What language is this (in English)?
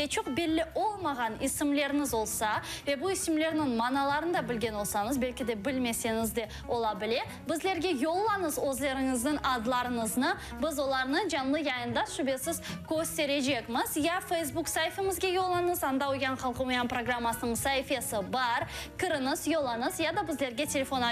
Crimean Tatar